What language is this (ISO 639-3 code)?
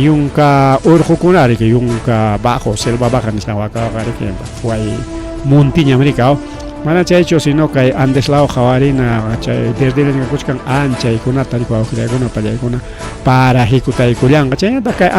quy